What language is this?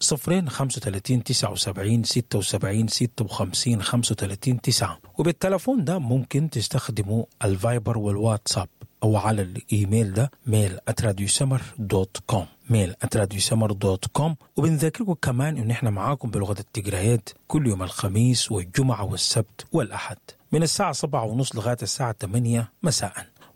Sudanese Arabic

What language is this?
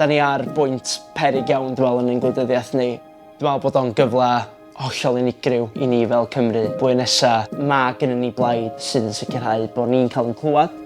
Welsh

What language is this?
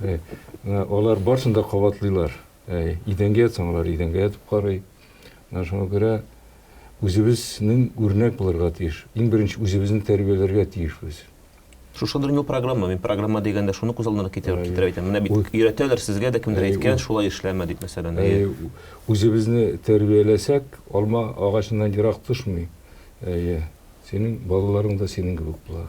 Tatar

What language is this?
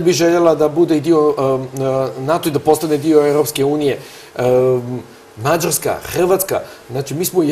Serbian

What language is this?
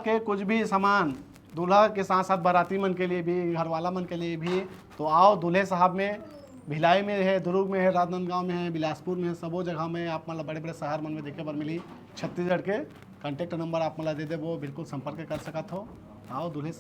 Chhattisgarhi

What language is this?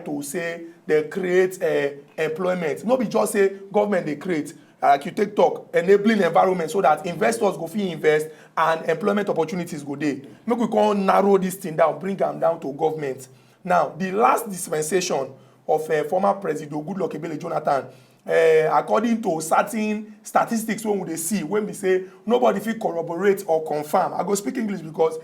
Nigerian Pidgin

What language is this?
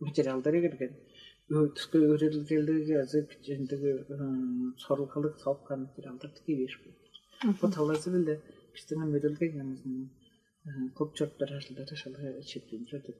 Tuvinian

